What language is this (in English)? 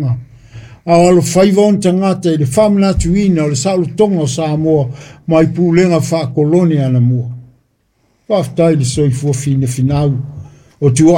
Samoan